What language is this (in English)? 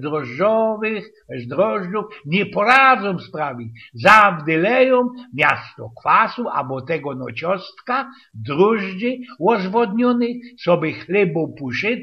Silesian